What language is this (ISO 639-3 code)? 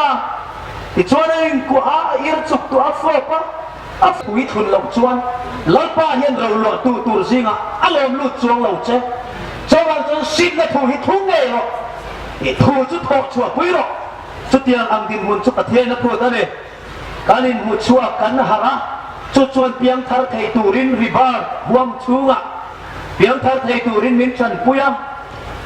hmr